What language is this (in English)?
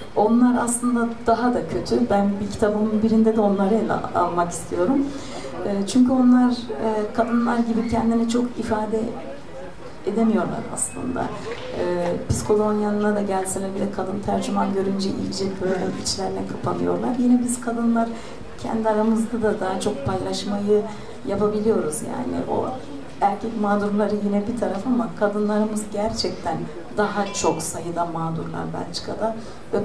Turkish